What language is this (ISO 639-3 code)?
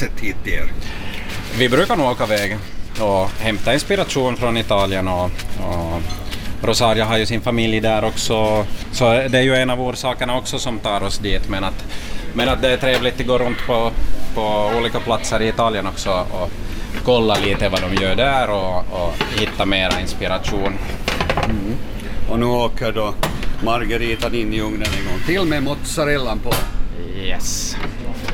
swe